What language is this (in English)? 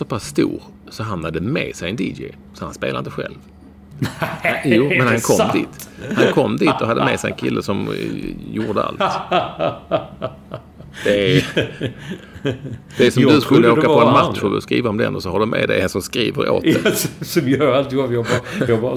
Swedish